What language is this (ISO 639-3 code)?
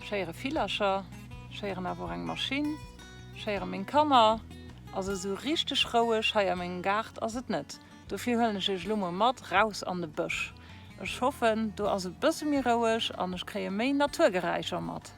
ltz